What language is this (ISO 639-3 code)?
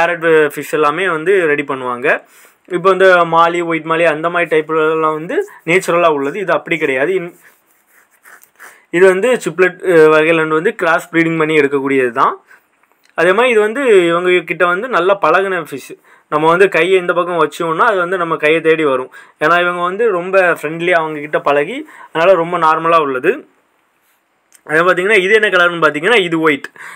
tam